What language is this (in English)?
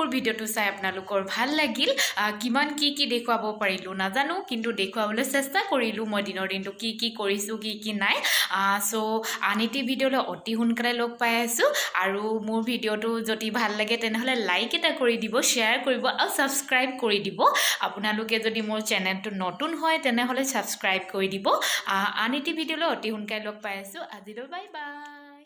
Assamese